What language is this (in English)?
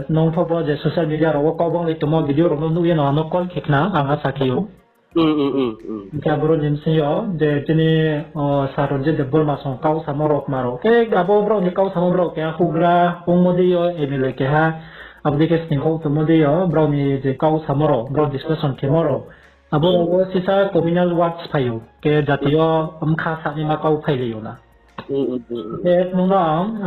Riang (India)